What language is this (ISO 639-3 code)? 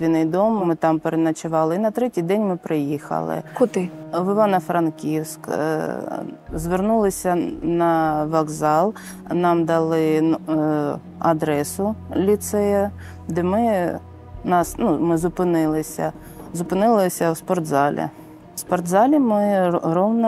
ukr